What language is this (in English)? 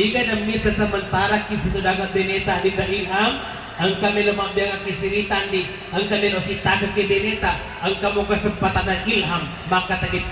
Buginese